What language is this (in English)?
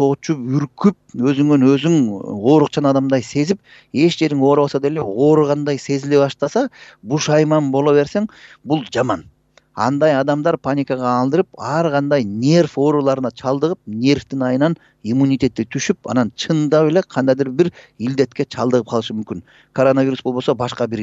Kyrgyz